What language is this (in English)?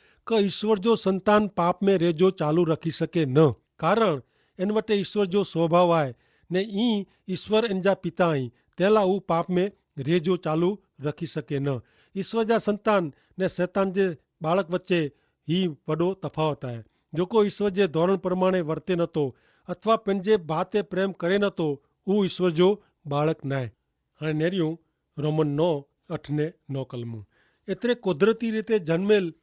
Kachhi